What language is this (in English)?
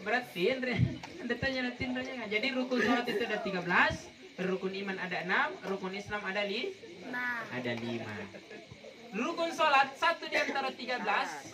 Makasar